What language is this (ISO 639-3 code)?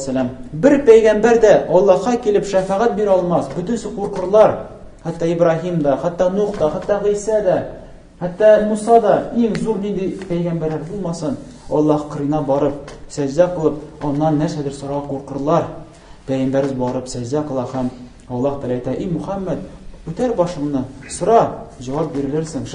tat